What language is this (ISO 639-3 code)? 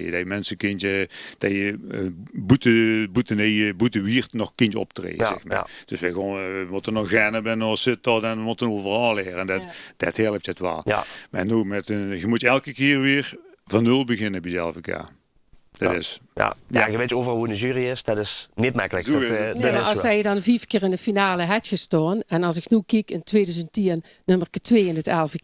lim